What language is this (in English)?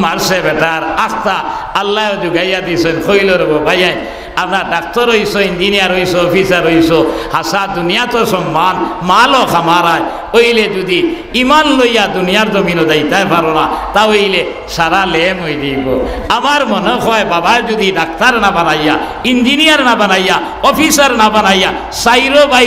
Sylheti